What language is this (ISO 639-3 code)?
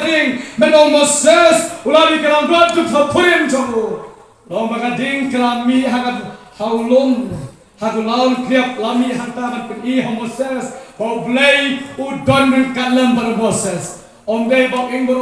kha